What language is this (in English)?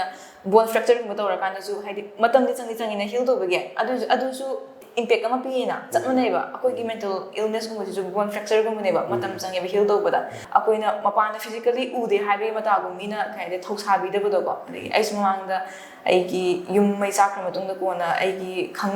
Manipuri